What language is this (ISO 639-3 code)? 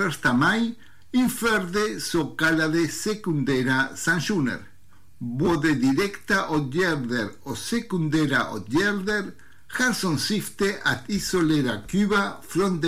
swe